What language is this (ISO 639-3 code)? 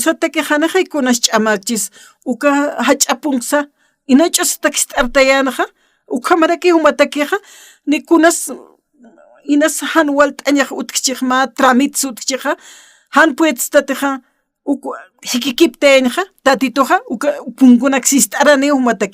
aym